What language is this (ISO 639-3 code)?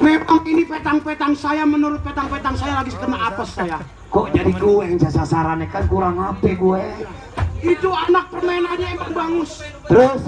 bew